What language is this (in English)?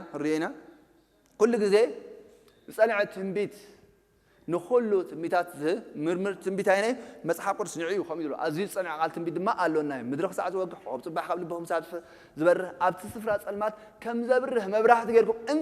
Tigrinya